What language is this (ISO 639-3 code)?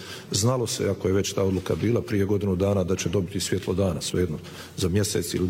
bos